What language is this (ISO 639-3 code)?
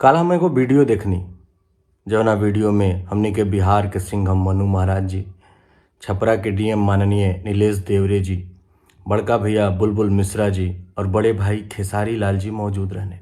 bho